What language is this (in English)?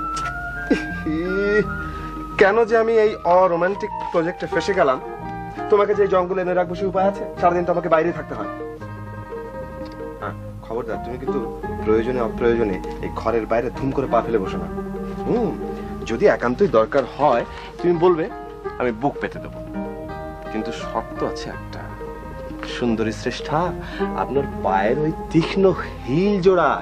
Bangla